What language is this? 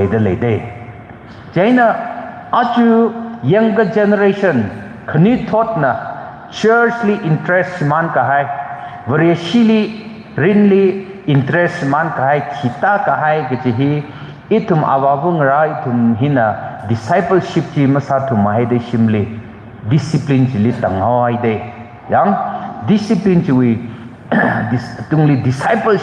Tangkhul Naga (India)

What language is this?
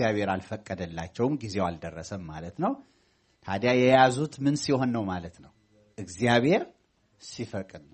Amharic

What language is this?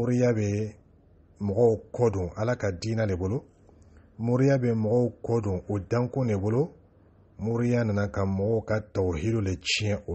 Dyula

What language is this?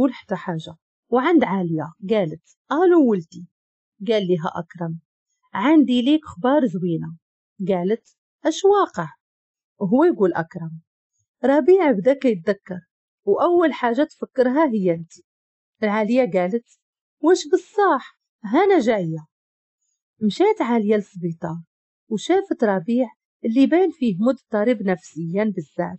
Moroccan Arabic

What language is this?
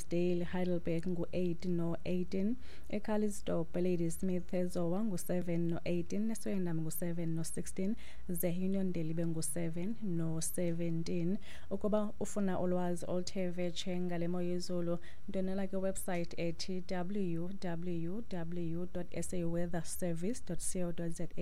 Xhosa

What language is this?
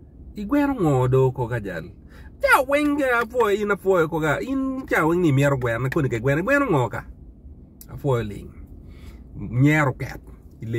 Acoli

